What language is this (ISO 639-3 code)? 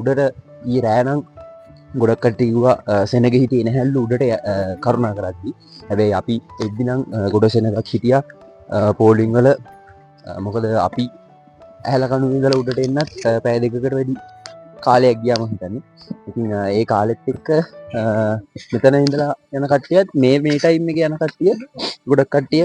sin